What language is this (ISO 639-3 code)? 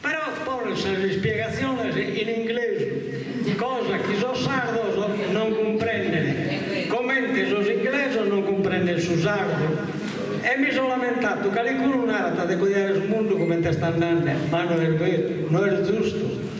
srd